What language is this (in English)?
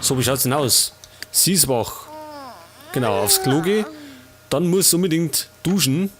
Bavarian